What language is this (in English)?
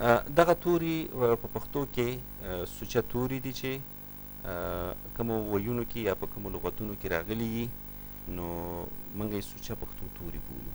Pashto